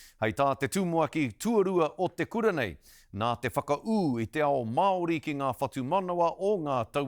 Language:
Māori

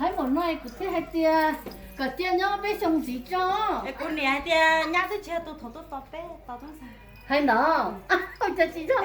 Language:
Hmong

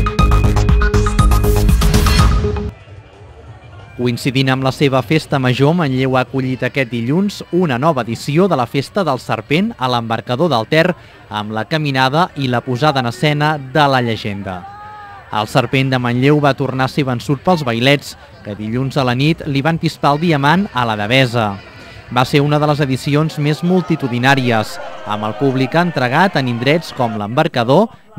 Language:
Catalan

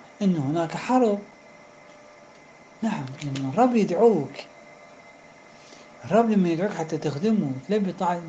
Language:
Arabic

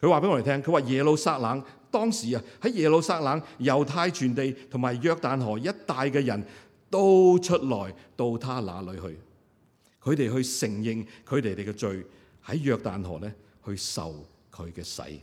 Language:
Cantonese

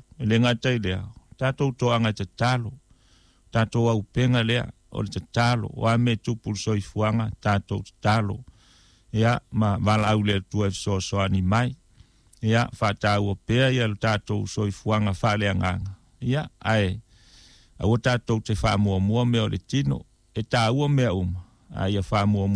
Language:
Samoan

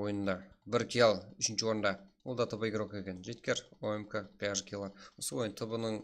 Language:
Kara-Kalpak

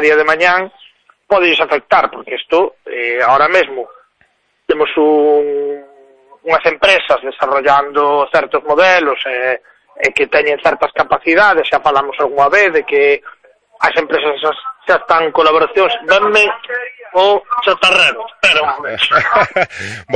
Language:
Galician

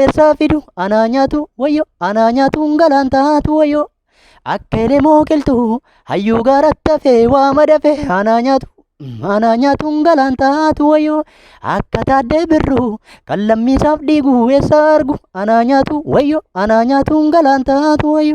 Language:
Oromo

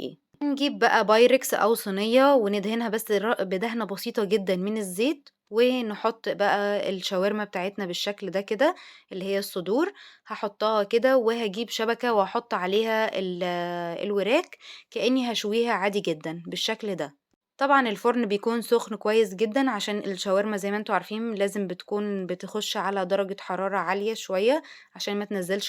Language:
Egyptian Arabic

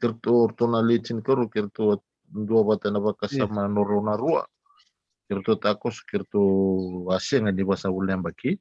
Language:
Fijian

